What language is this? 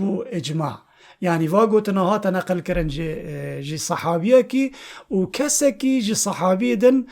Kurdish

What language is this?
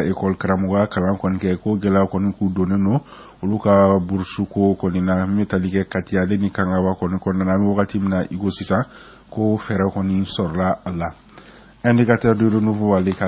Bambara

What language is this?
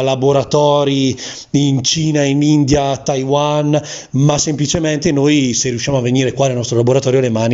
Italian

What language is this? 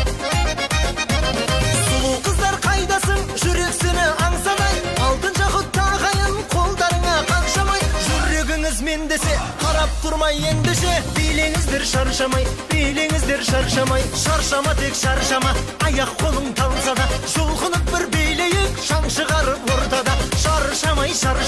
Kazakh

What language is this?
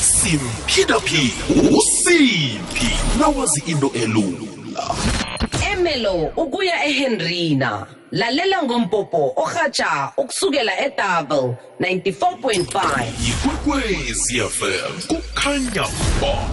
South Ndebele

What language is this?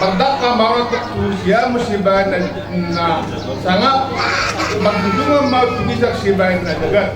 Batak Toba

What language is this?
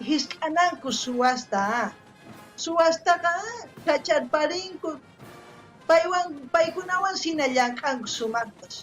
South Bolivian Quechua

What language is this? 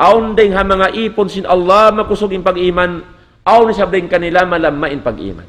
Tausug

